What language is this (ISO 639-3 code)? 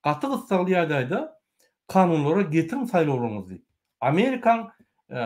tuk